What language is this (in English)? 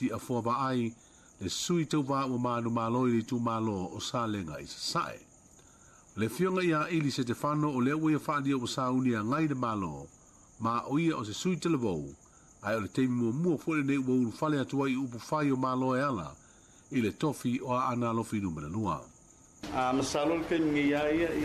Samoan